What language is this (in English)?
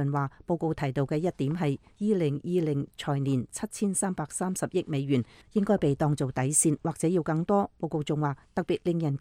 Cantonese